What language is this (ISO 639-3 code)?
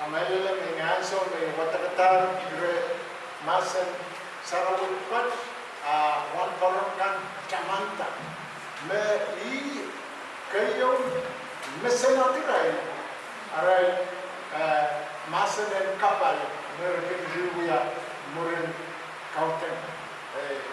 pon